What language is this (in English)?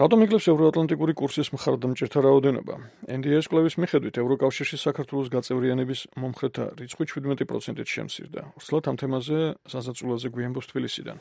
Georgian